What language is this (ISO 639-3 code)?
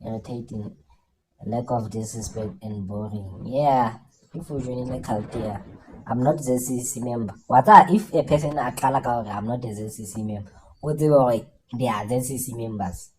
sot